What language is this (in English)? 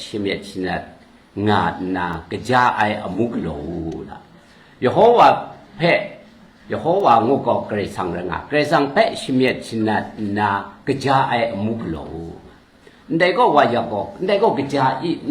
Kachin